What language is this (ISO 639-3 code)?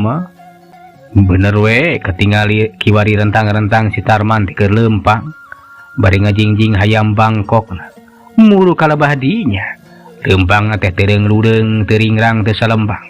sun